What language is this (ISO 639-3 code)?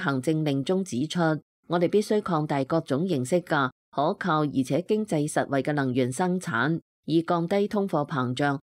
yue